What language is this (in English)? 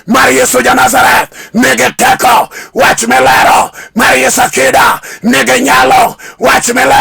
Luo (Kenya and Tanzania)